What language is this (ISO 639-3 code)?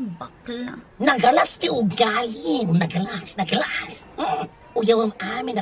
ilo